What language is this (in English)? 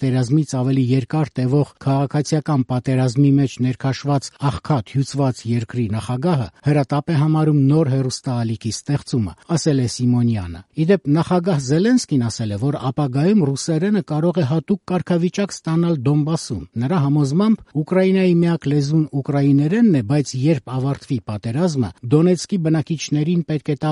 Armenian